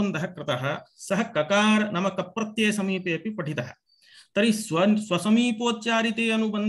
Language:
Sanskrit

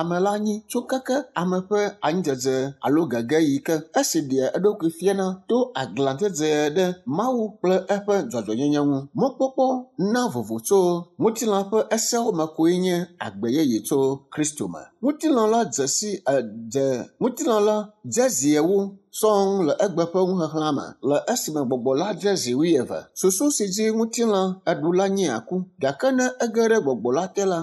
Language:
Ewe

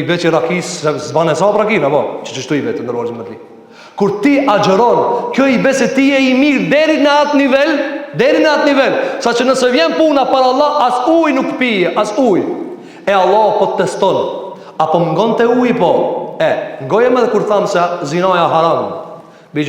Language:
Albanian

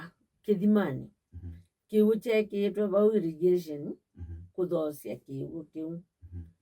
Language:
Kamba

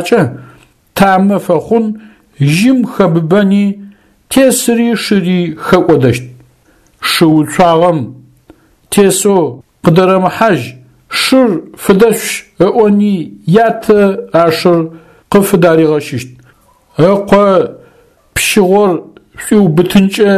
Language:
Adyghe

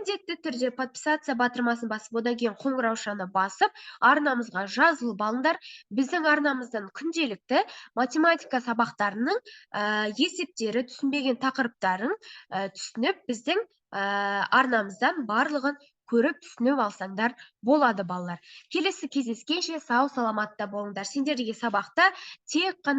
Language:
Kazakh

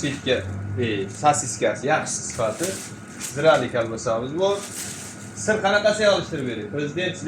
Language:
Uzbek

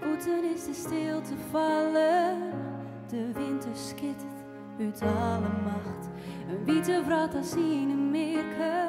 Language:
Western Frisian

